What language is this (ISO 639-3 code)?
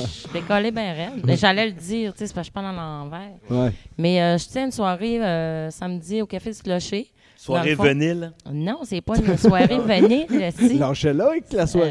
fra